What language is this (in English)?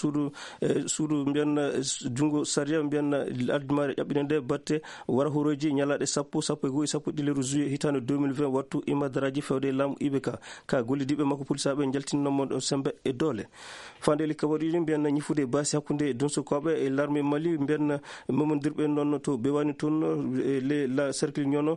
Fula